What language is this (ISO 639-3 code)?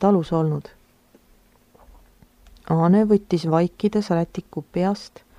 est